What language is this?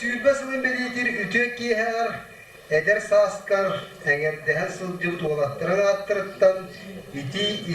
Yakut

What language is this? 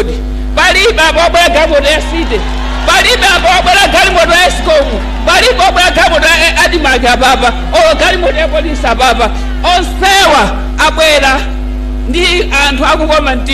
Nyanja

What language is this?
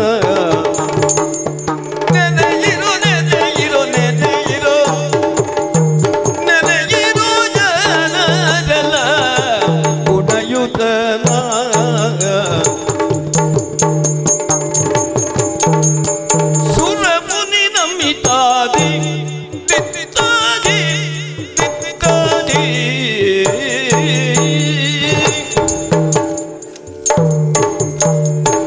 Kannada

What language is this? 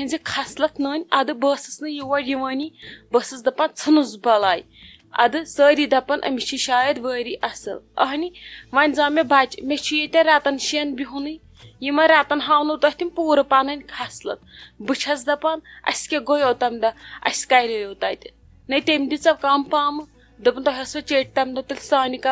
Kashmiri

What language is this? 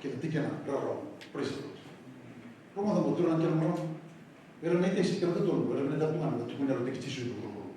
Fijian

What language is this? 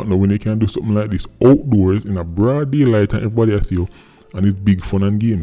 Jamaican Creole English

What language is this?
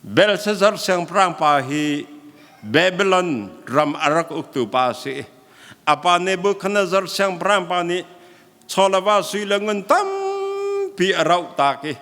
Hakha Chin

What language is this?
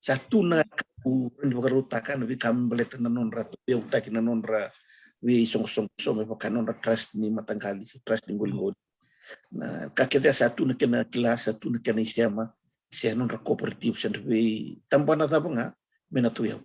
Fijian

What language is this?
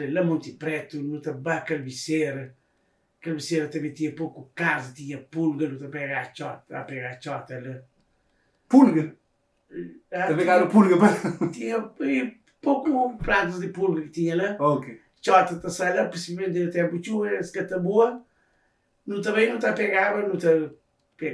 Kabuverdianu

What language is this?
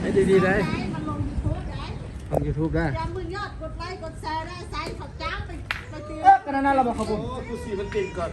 Lao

